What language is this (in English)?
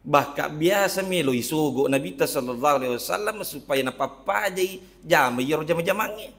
Buginese